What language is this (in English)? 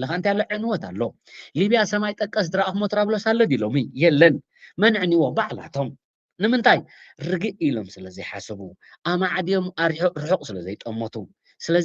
Tigrinya